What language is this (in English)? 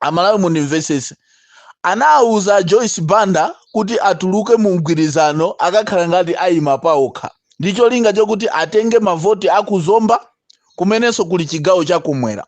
Nyanja